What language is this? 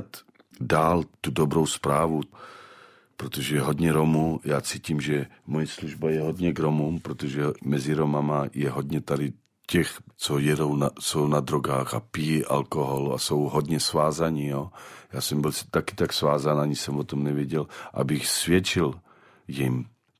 Czech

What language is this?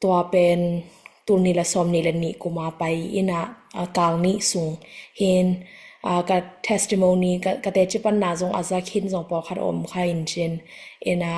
Tedim Chin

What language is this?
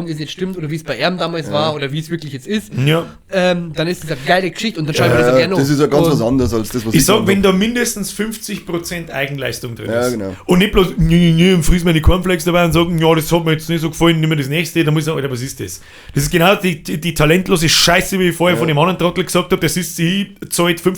Bavarian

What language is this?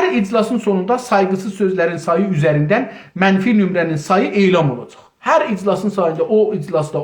South Azerbaijani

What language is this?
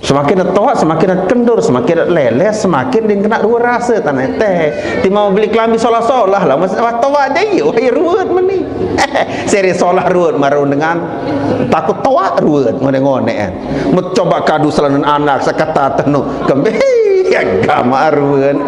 Sasak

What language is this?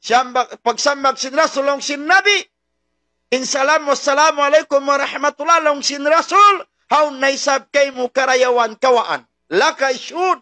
Tausug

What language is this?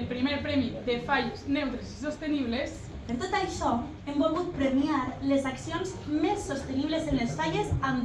Catalan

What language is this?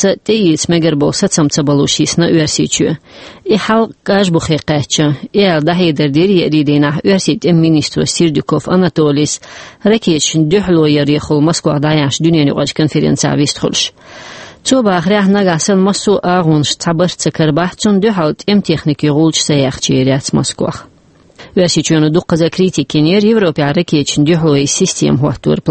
Chechen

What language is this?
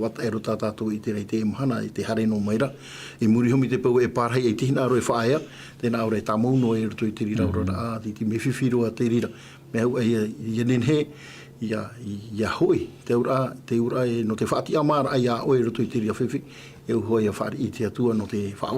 Tahitian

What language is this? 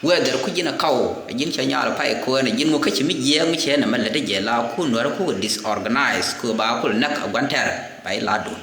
Nuer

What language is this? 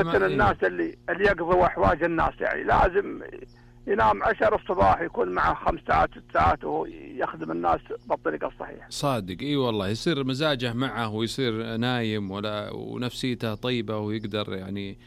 Najdi Arabic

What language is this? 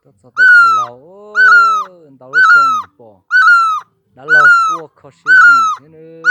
Hmong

